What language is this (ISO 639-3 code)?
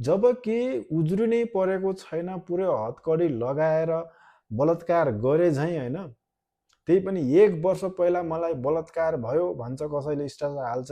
nep